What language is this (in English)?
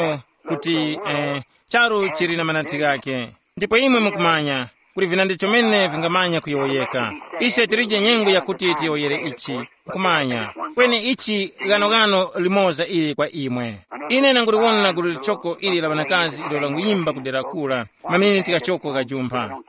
Tumbuka